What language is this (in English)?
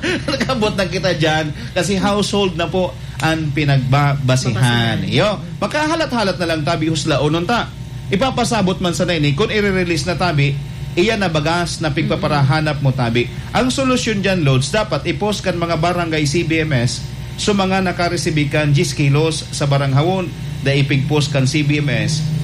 Bikol